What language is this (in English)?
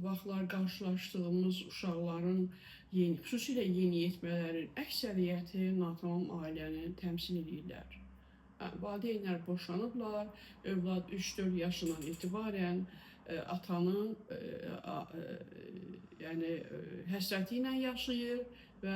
Azerbaijani